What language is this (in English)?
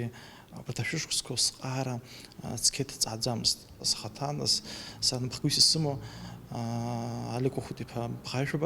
Abkhazian